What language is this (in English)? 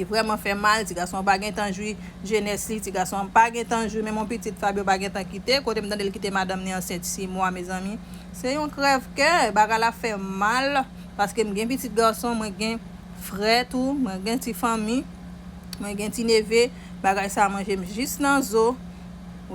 Haitian Creole